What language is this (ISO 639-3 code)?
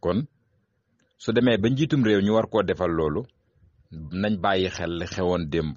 wol